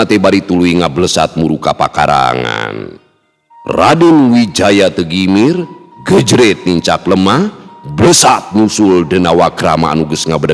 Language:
Sundanese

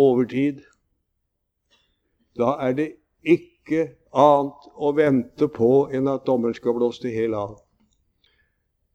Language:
Norwegian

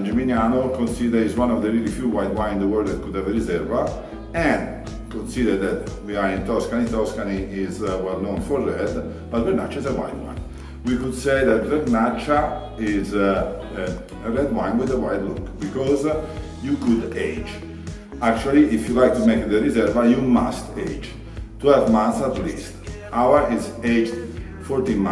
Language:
English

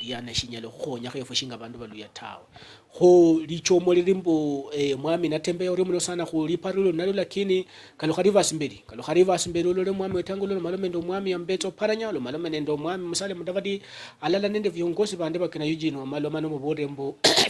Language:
Luyia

